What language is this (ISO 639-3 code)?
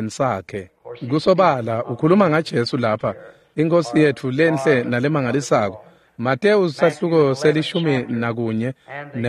ssw